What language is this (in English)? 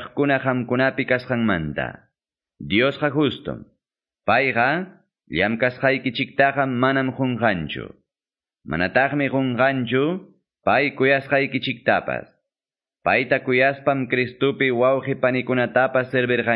Quechua